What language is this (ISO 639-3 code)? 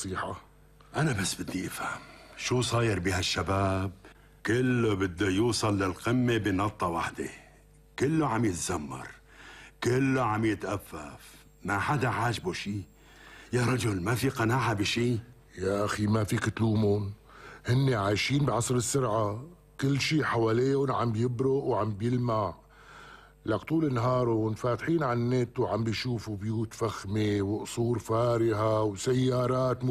apc